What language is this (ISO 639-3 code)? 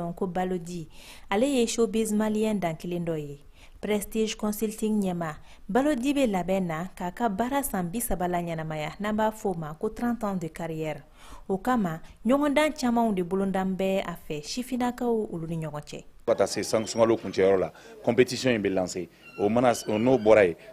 bam